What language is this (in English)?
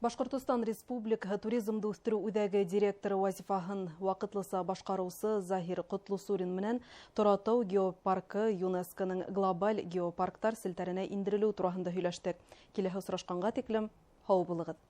Bashkir